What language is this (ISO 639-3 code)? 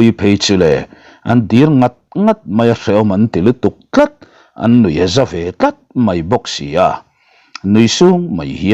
lus